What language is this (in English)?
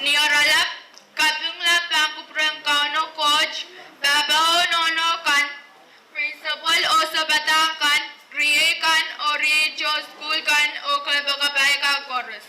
Pohnpeian